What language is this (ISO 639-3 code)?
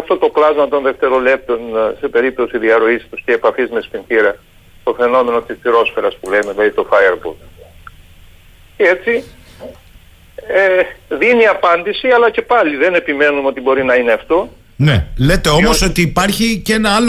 ell